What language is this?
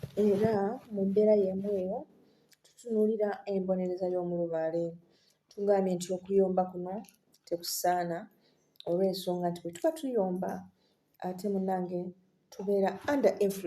Ganda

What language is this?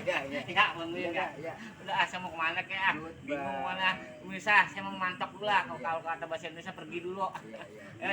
Betawi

